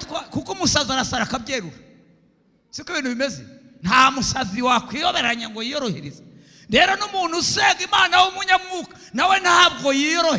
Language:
Kinyarwanda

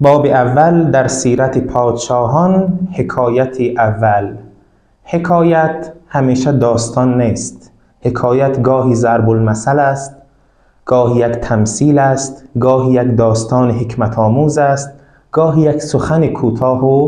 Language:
Tajik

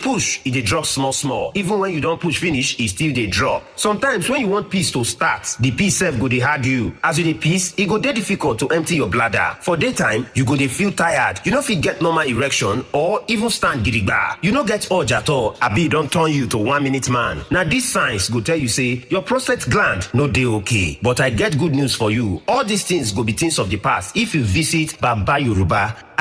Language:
Nigerian Pidgin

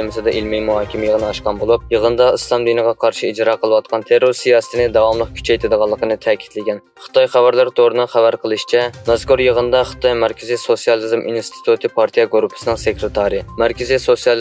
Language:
Uyghur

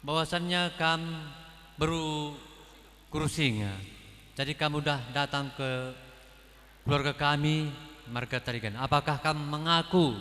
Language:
Batak Karo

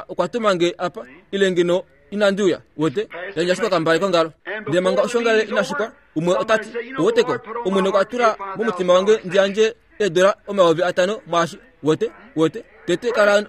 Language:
Kuanyama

